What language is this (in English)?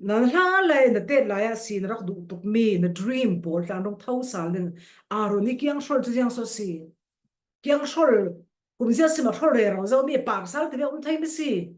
Falam Chin